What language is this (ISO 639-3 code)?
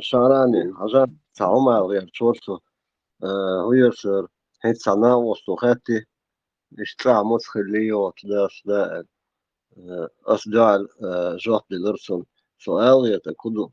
che